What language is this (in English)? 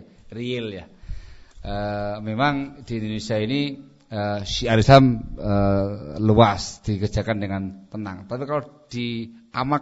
Indonesian